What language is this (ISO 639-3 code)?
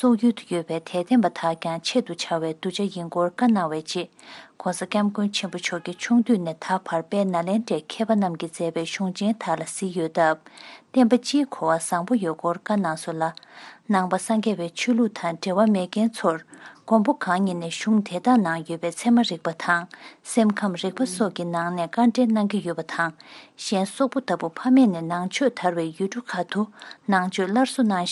bod